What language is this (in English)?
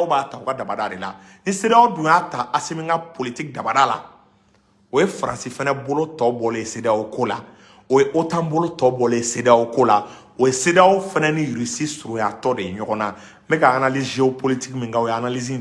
Bambara